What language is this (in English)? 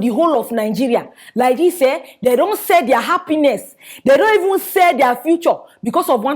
Nigerian Pidgin